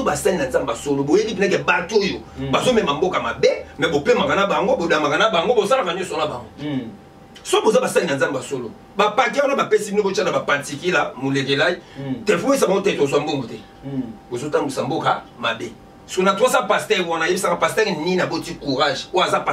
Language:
Lingala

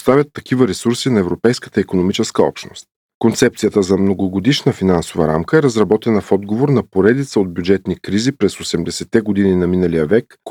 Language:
Bulgarian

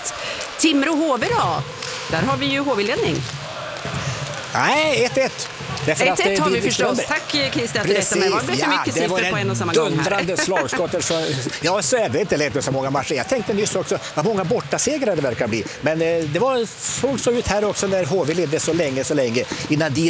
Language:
Swedish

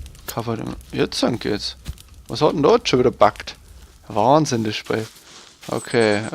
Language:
Bavarian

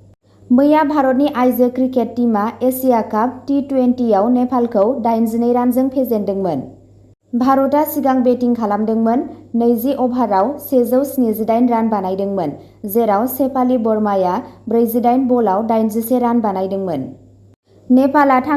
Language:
Bodo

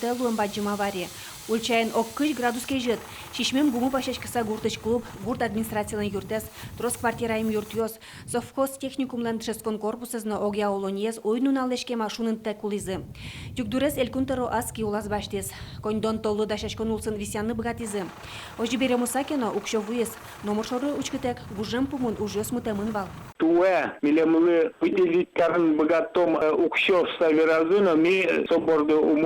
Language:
Udmurt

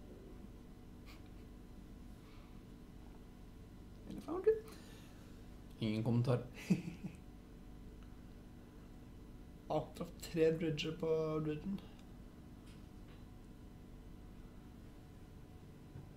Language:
Norwegian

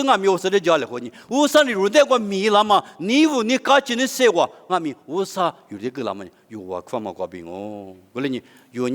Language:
Lisu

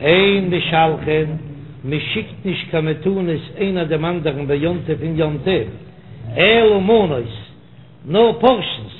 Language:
Yiddish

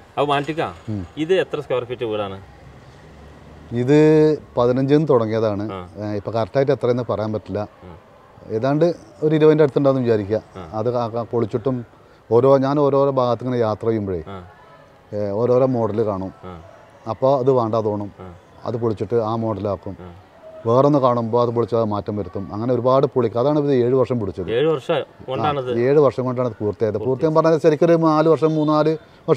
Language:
Malayalam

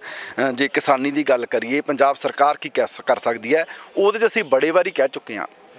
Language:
Punjabi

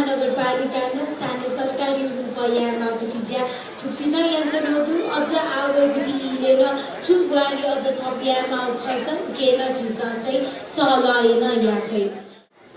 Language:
Newari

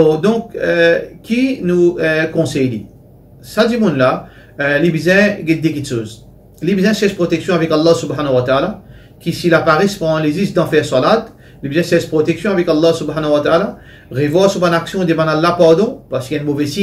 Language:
Morisyen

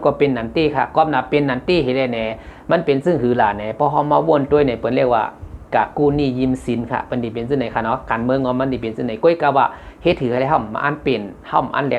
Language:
Shan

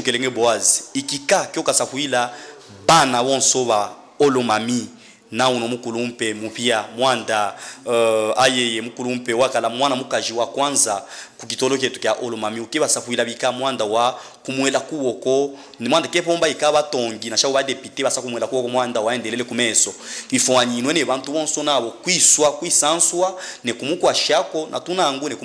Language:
Luba-Katanga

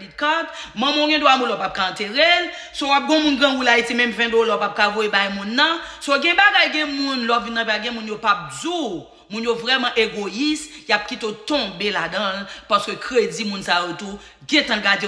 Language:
Haitian Creole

